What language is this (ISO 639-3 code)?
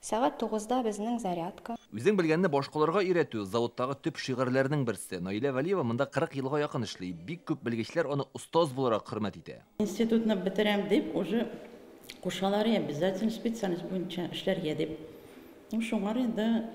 tat